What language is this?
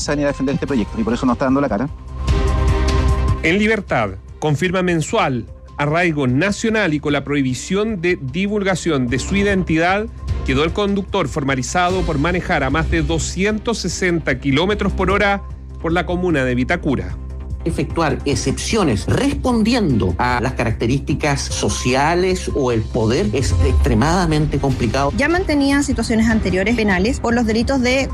Spanish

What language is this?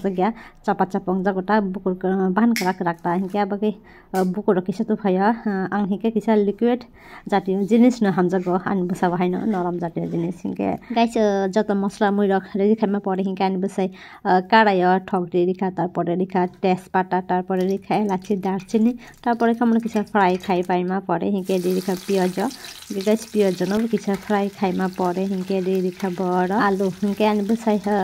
Kok Borok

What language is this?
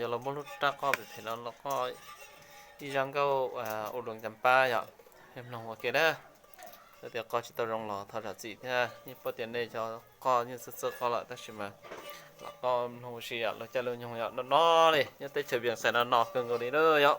Hmong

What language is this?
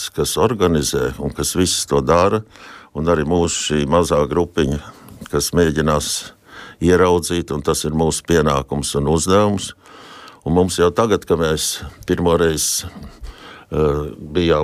Latvian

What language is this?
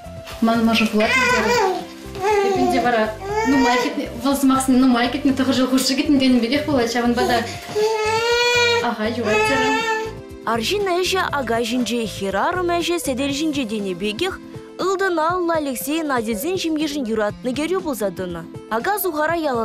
Chuvash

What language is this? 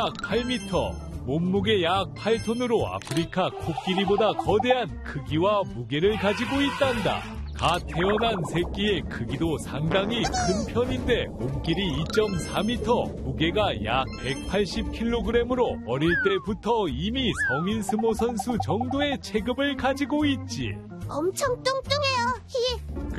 Korean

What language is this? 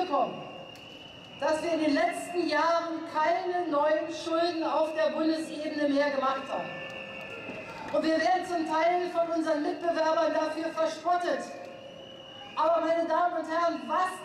German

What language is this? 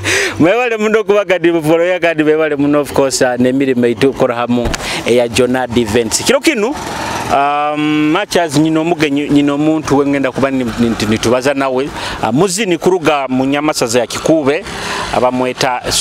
Nyoro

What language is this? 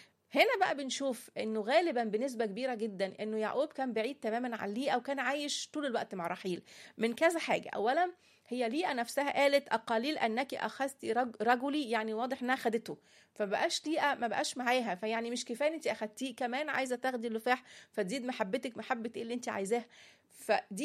Egyptian Arabic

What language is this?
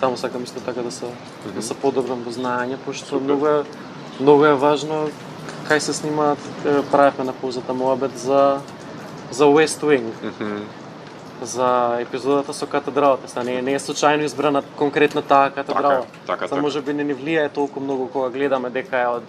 Macedonian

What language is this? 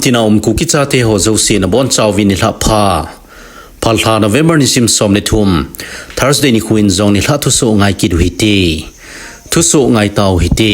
Thado Chin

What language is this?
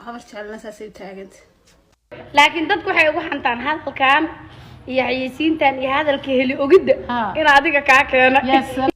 Somali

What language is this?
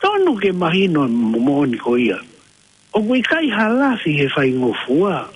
Tongan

